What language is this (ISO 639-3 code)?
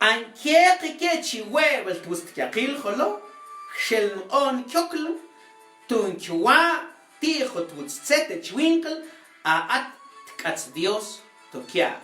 mam